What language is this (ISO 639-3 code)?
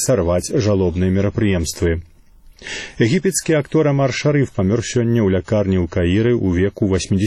bel